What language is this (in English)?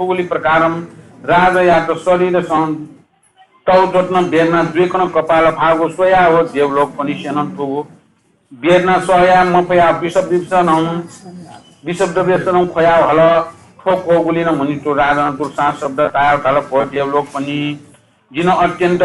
Newari